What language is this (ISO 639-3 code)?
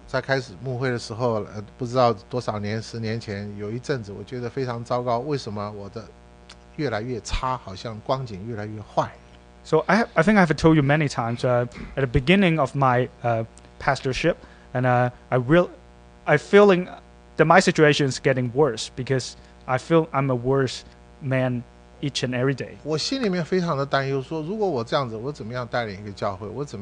zho